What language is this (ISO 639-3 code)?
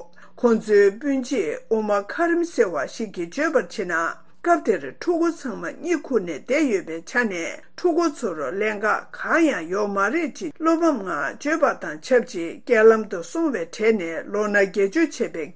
bod